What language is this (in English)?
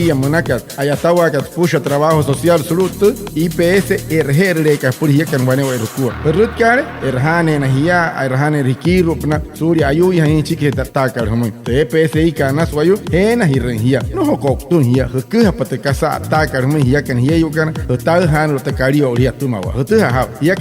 Wayuu